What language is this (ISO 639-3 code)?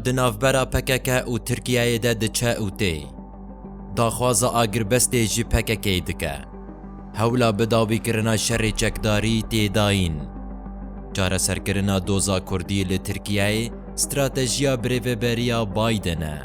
kur